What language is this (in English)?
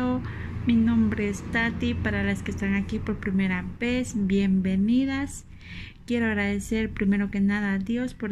Spanish